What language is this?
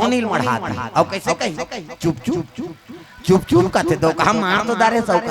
Chhattisgarhi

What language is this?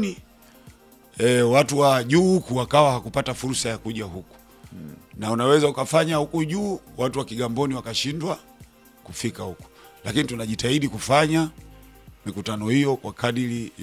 Swahili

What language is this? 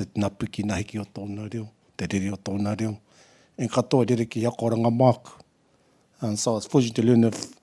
Māori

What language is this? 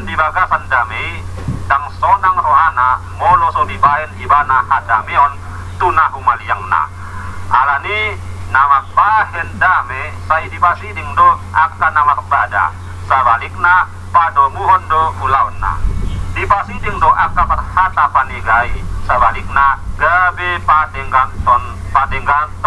Batak Toba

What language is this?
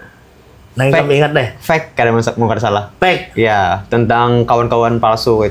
Banjar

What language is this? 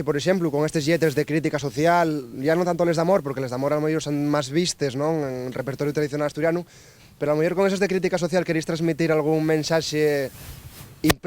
Asturian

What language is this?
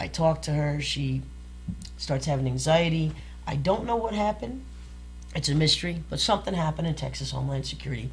English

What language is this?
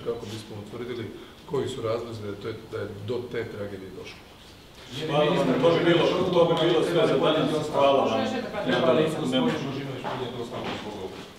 Croatian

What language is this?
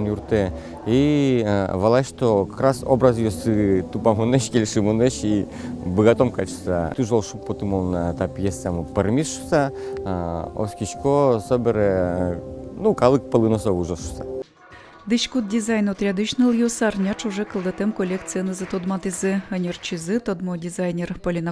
Udmurt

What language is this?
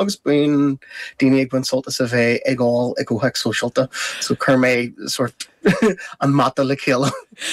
Irish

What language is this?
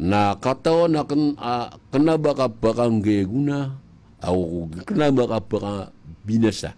Maranao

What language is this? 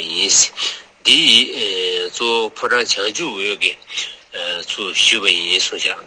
Tibetan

